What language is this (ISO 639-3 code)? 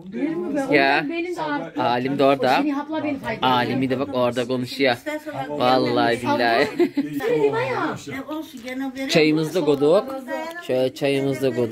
tur